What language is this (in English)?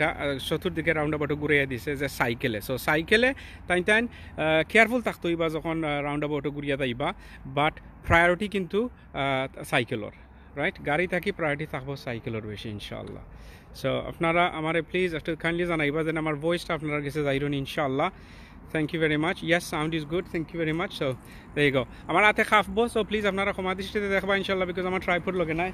Sylheti